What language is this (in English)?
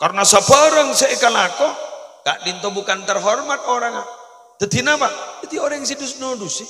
Madurese